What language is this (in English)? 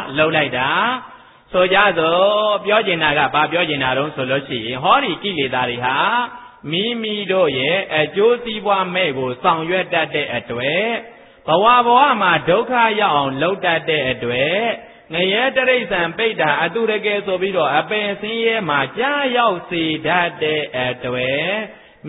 Burmese